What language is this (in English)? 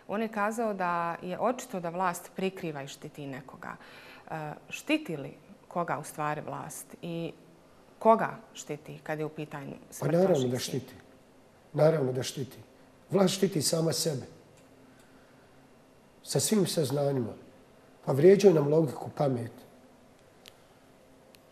Bosnian